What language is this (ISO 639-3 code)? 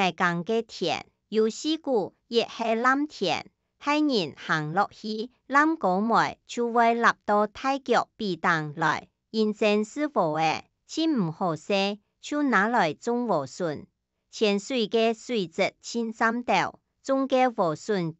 hak